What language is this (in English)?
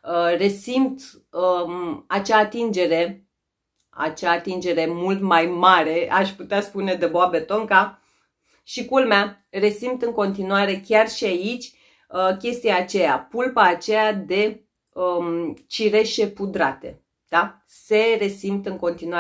Romanian